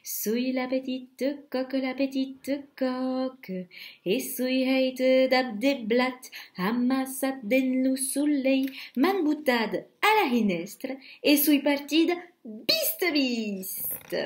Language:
Occitan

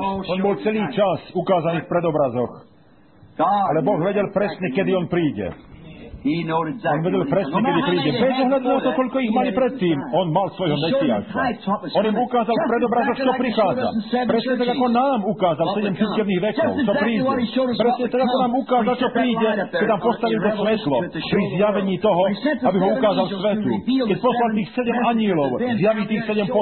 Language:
Slovak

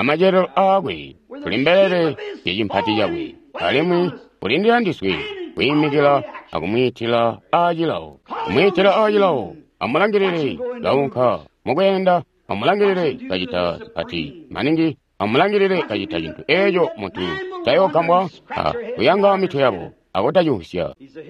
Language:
Tonga (Zambia)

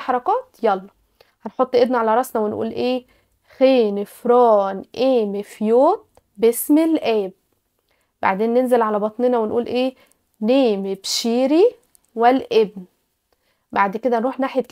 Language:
Egyptian Arabic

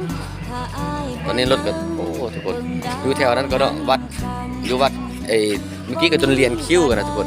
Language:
Lao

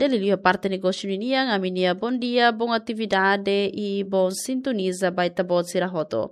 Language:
Tetum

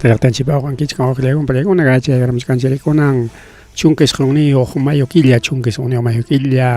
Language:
Ayacucho Quechua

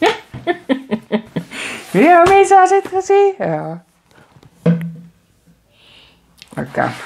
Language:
Afrikaans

